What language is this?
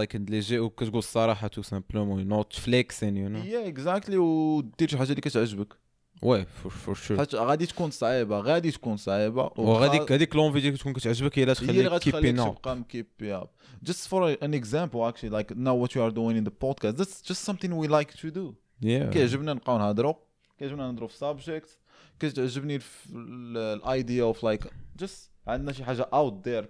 Moroccan Arabic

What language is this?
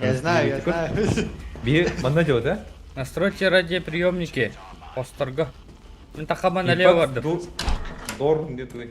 Yakut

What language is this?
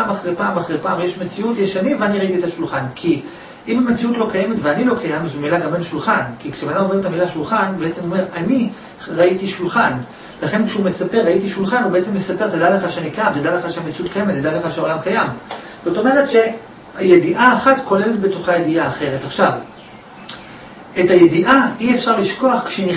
Hebrew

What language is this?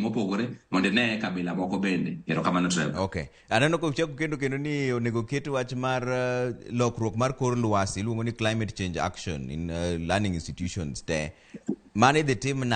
Luo (Kenya and Tanzania)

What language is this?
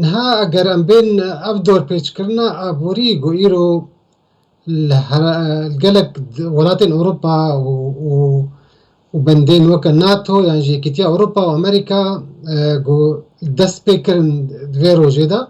Kurdish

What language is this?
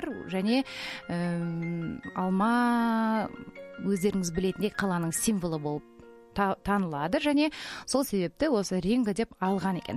Kazakh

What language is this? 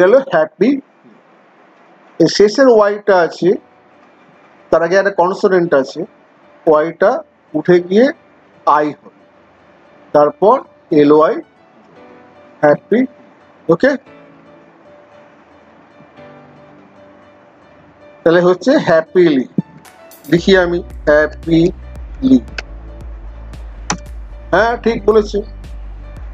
Bangla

